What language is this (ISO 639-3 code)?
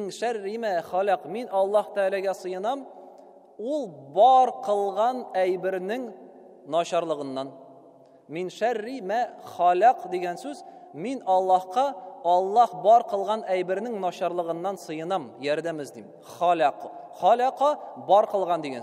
tat